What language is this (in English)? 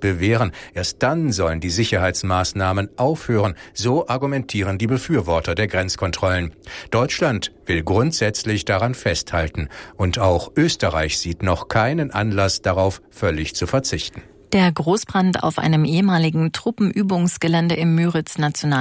German